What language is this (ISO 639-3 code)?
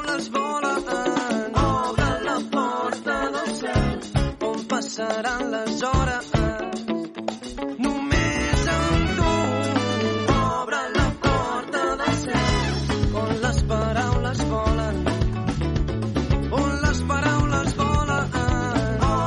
cat